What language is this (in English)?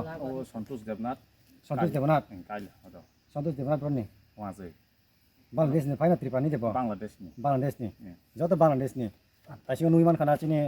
Kok Borok